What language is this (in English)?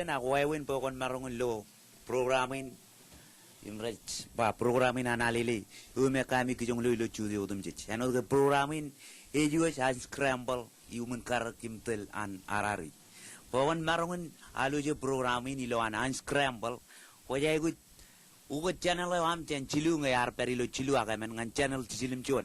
Marshallese